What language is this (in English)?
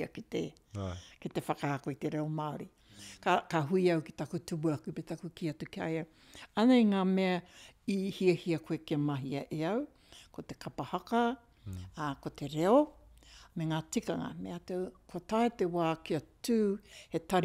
Māori